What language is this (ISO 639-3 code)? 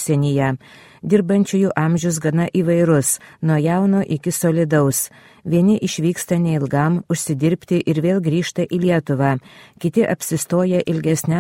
lit